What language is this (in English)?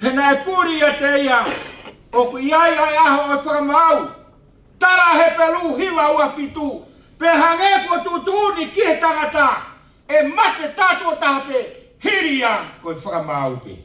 Tongan